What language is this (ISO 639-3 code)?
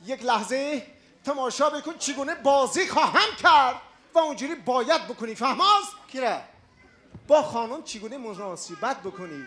tgk